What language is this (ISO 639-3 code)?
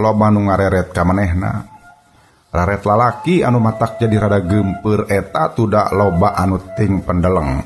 sun